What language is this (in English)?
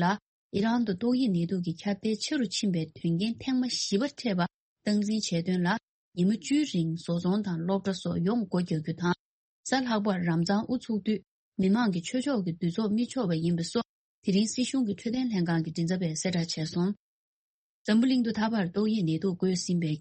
Tibetan